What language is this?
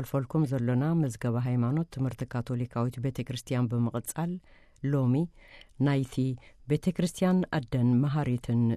Tigrinya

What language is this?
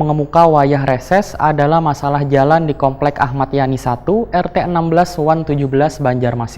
Banjar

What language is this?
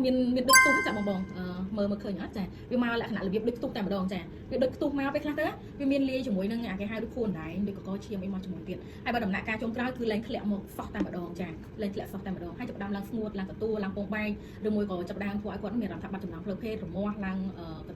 Khmer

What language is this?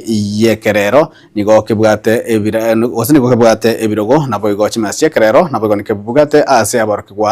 Gusii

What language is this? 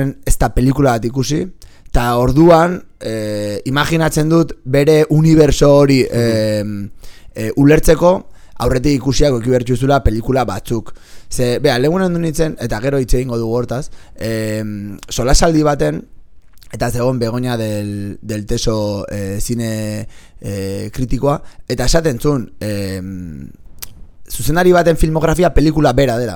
Basque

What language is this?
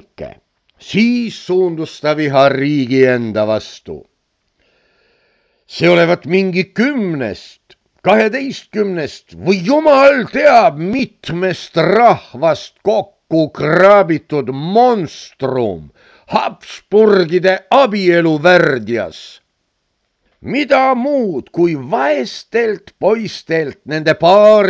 Estonian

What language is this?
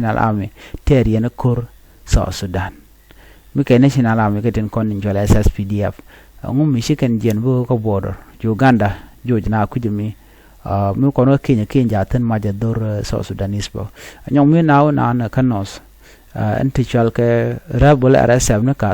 Nuer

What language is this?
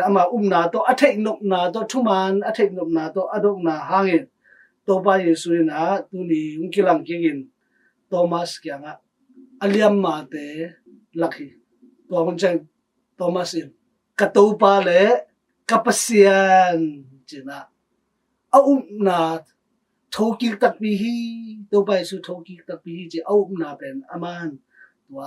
Tedim Chin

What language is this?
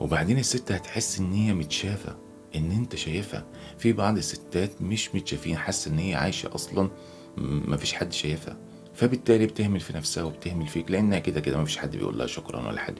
Egyptian Arabic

